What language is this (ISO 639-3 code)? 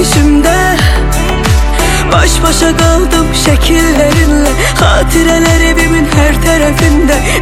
tur